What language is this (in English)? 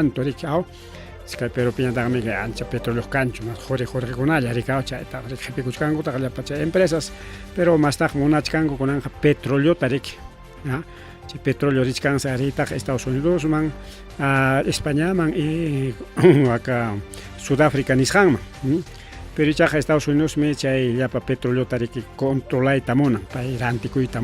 Ayacucho Quechua